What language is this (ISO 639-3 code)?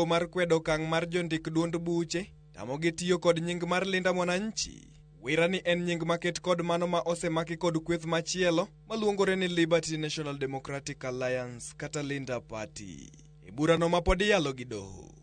luo